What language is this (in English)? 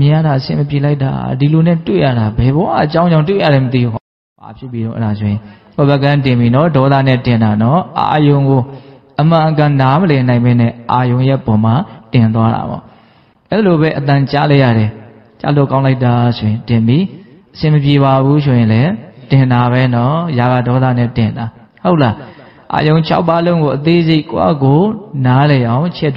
Burmese